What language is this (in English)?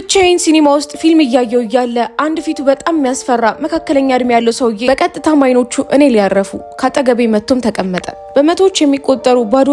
Amharic